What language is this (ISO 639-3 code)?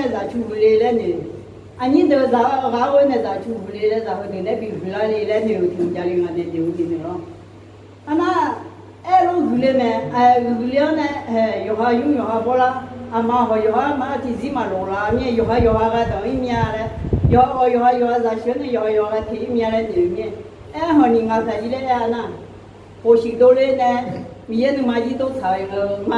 ahk